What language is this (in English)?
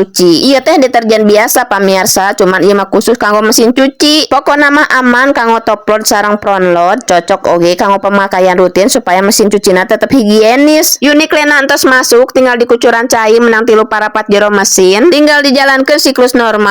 Sundanese